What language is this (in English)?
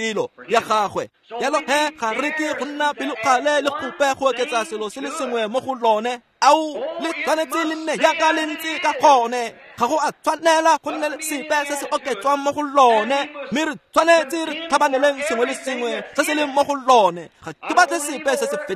Tswana